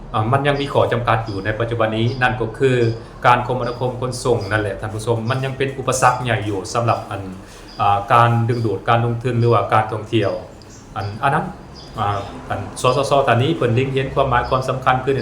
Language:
Lao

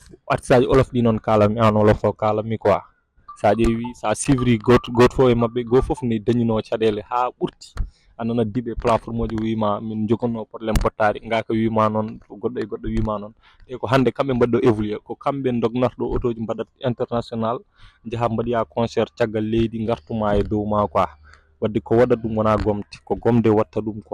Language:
Fula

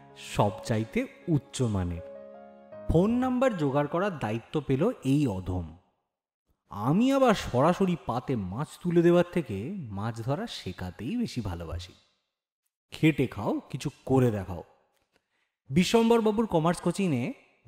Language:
Bangla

